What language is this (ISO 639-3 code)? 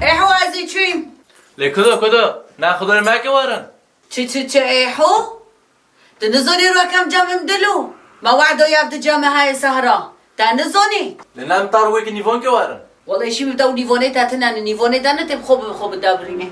kur